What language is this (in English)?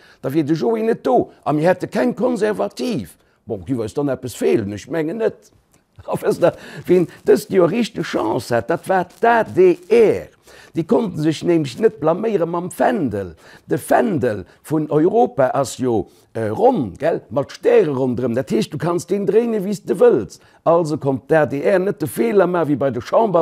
Luxembourgish